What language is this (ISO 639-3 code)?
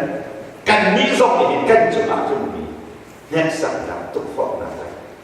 cnh